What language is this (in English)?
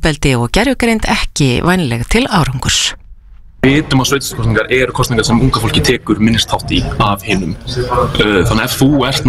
Icelandic